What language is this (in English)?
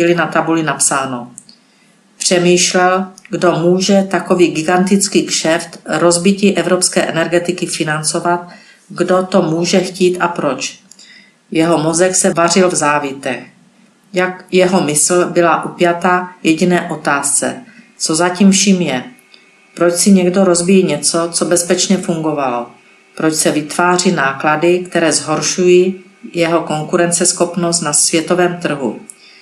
Czech